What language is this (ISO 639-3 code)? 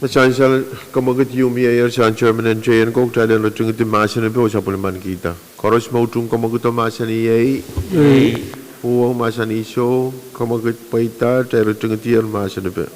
pon